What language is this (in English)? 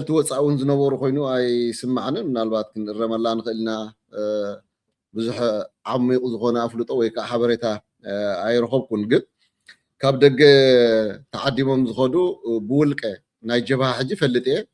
Tigrinya